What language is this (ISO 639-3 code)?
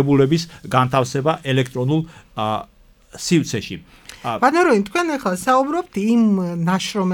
kat